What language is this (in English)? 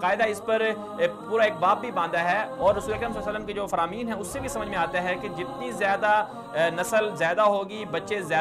Urdu